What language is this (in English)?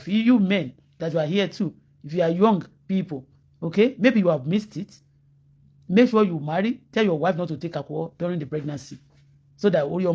Yoruba